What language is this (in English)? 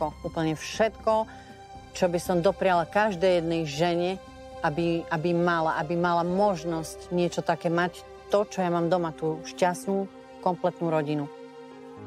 Slovak